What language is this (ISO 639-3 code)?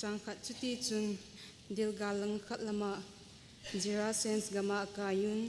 tcz